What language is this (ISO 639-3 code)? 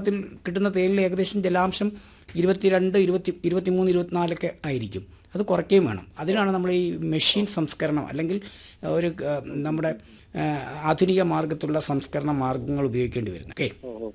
mal